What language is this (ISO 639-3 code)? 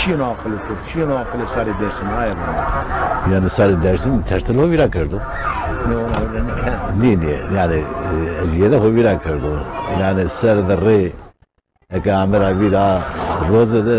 zza